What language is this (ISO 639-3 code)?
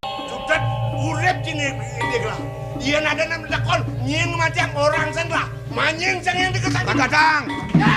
ban